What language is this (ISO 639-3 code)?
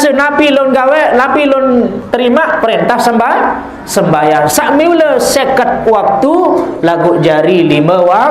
sas